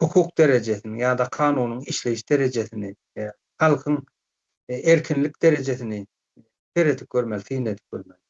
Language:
Turkmen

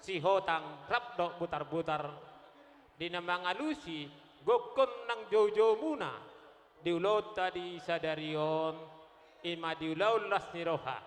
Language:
Batak Toba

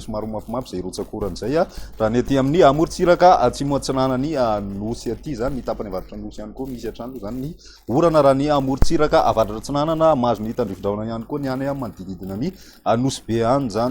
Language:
Malagasy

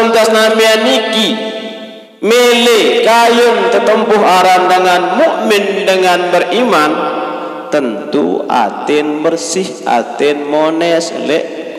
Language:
Sasak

